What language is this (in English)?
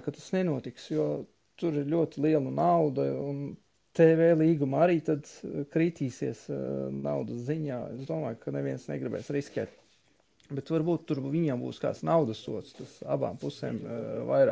Latvian